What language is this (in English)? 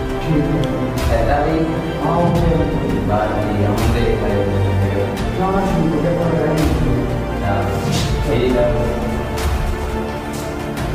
Punjabi